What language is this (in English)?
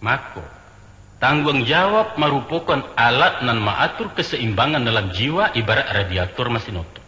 Minangkabau